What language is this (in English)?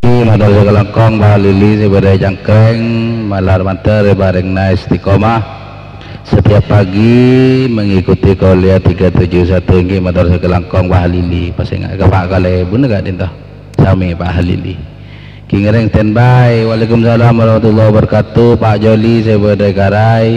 Madurese